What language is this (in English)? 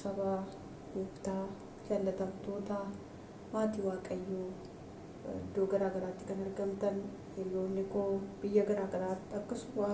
Oromo